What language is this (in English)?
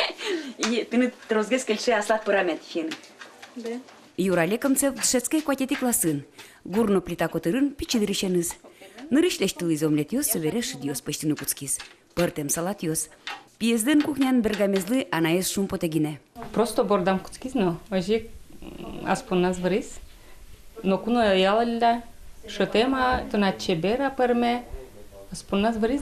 Udmurt